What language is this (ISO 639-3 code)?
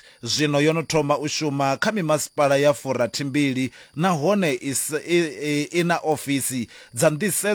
ven